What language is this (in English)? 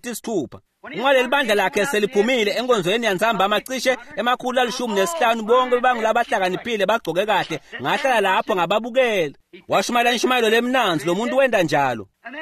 Swati